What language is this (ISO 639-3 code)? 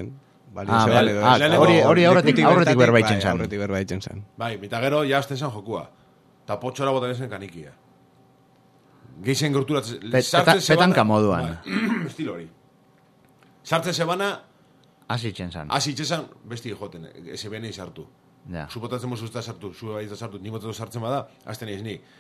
eus